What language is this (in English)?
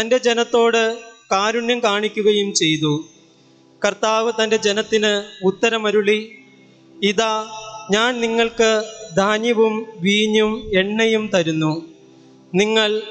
Malayalam